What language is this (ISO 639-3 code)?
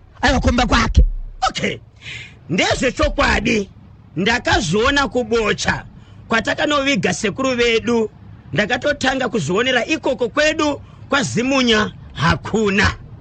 sna